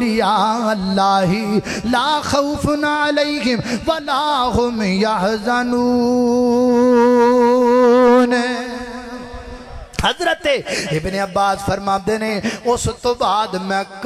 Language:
Western Panjabi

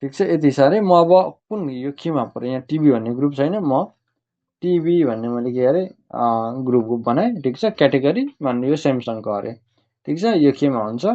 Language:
Nepali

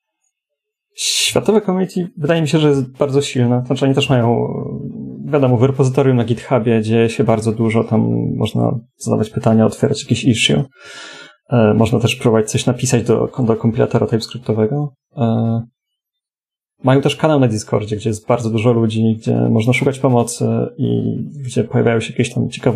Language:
Polish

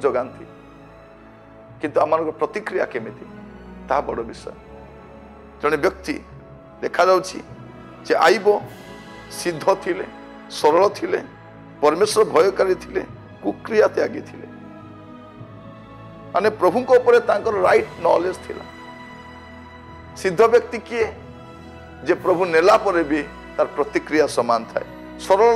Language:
Odia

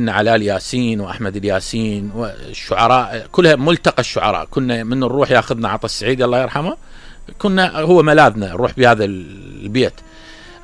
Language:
Mesopotamian Arabic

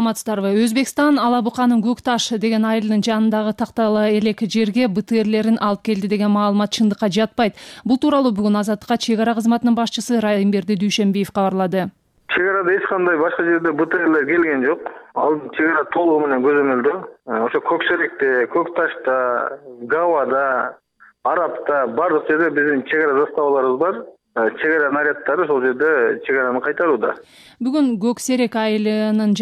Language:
Kyrgyz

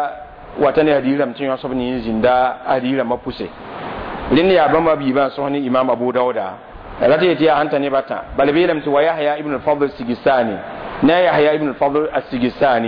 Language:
Mossi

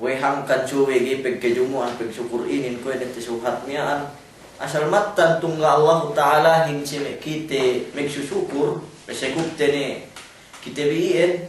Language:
Yakan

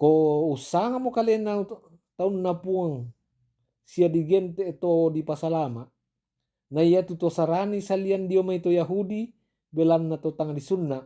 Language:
Toraja-Sa'dan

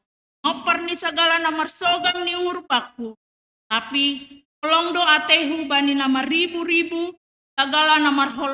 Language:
Batak Simalungun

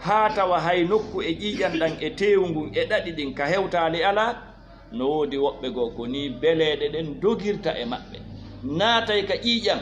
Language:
Fula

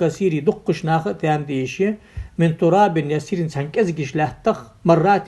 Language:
Ingush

